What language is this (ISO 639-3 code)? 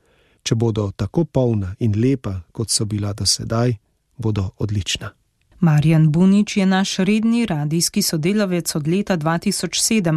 slv